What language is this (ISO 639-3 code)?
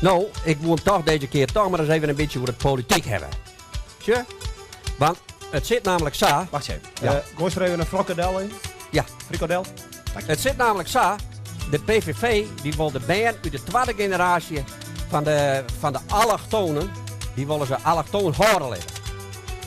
fry